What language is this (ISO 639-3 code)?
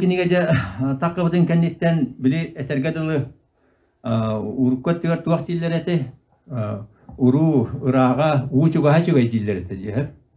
sah